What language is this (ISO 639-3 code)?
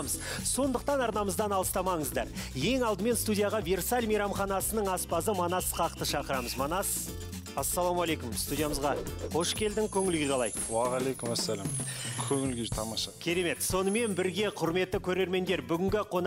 kaz